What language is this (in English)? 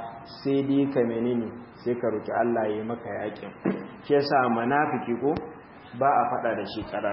Hausa